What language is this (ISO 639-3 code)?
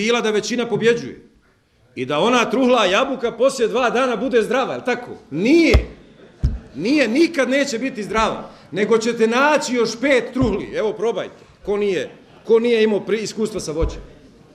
bos